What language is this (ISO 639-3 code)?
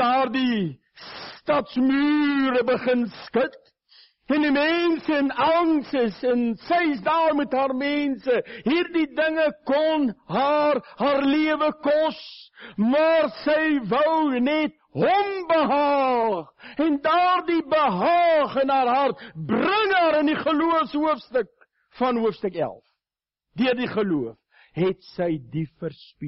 afr